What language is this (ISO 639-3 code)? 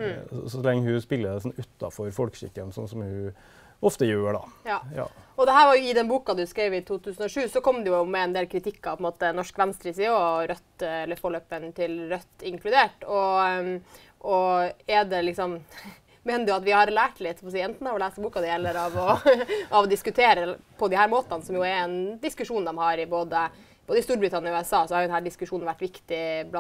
nor